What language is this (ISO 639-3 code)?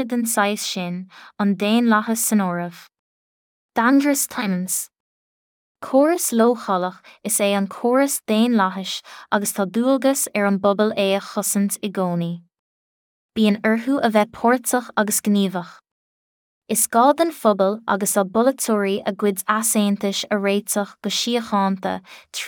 gle